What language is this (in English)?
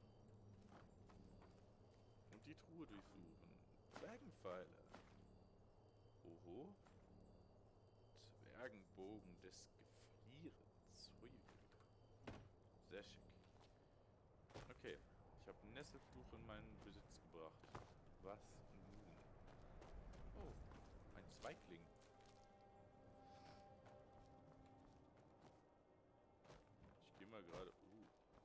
German